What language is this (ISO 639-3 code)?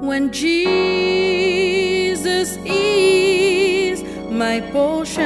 mfe